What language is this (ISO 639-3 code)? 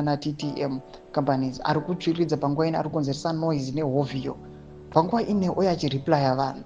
sna